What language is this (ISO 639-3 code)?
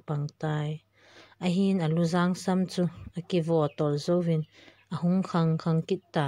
tcz